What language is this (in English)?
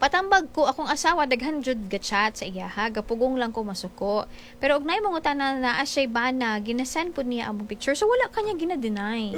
Cebuano